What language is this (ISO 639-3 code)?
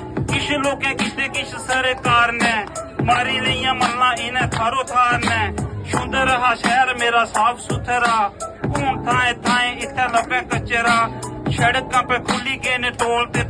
doi